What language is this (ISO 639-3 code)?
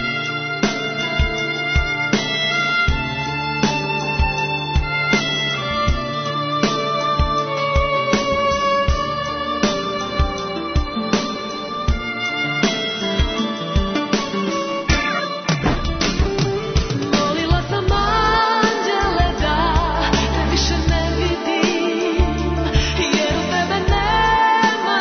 srp